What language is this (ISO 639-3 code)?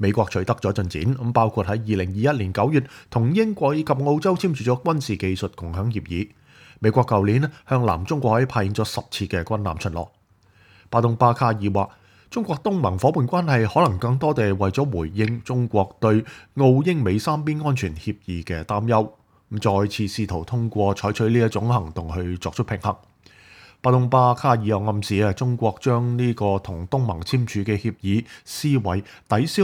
yue